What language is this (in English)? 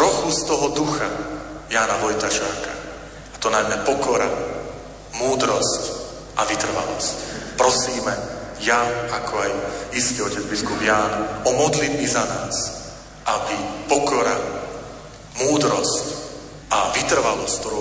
Slovak